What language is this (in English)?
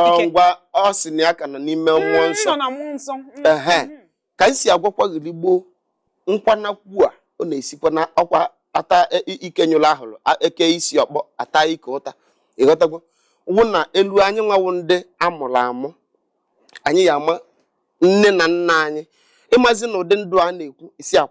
Igbo